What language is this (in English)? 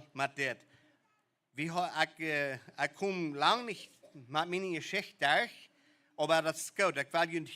Plautdietsch